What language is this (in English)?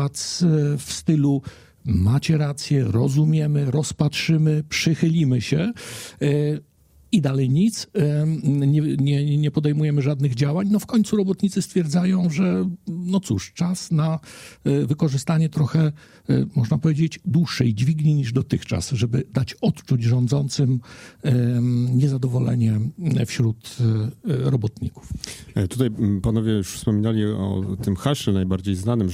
Polish